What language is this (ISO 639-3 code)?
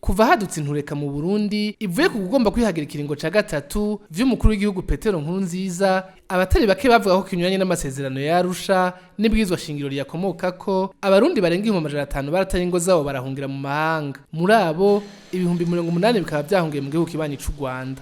run